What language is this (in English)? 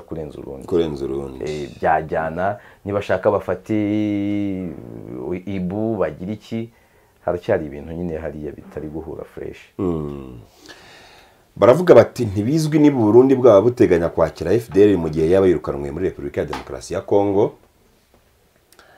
Kinyarwanda